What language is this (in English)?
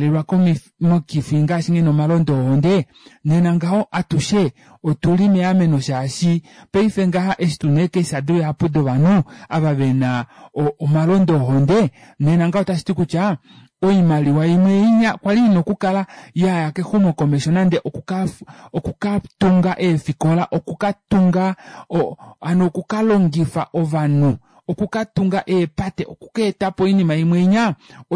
Kuanyama